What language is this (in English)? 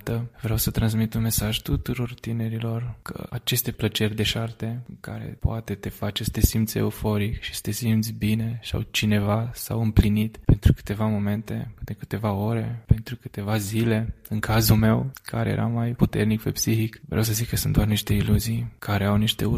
Romanian